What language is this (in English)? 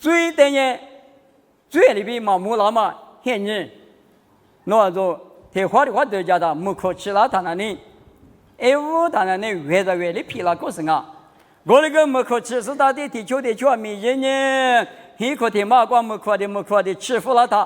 Lisu